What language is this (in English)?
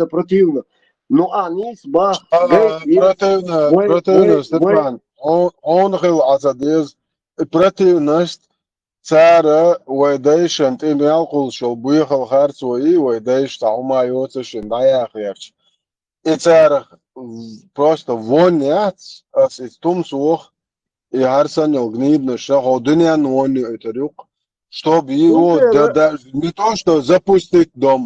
Chechen